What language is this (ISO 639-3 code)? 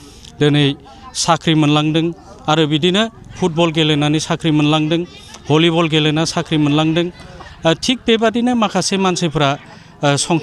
brx